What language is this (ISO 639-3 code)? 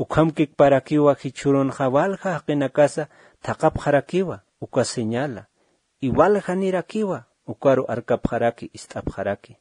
aym